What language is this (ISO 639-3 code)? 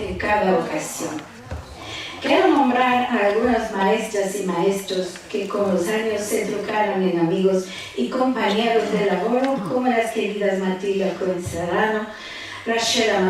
lad